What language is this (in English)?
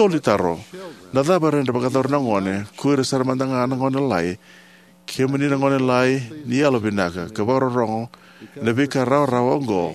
Fijian